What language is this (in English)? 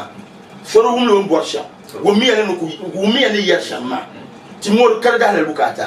Dagbani